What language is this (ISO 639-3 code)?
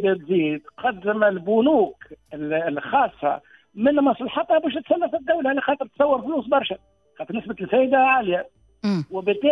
aeb